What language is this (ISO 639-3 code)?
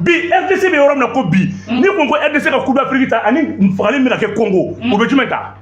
bam